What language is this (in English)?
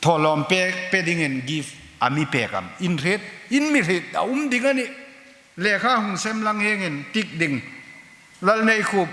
Hmar